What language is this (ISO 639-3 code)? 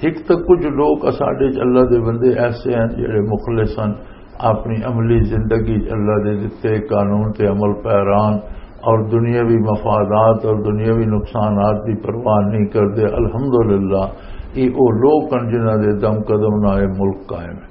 lah